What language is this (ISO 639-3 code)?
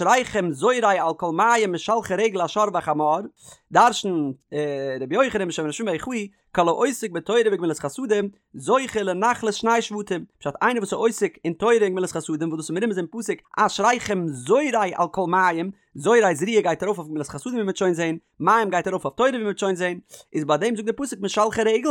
yid